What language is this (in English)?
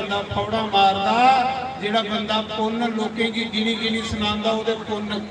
Dogri